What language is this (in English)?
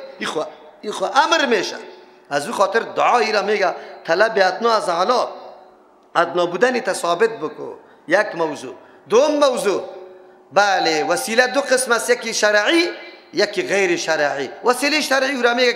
Persian